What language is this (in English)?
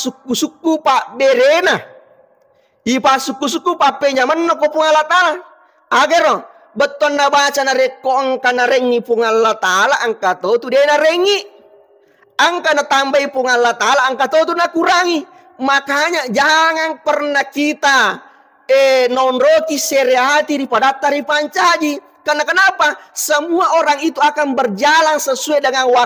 Buginese